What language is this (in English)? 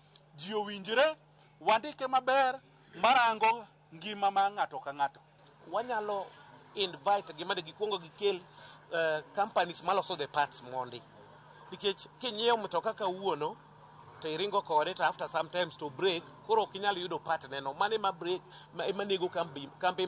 Luo (Kenya and Tanzania)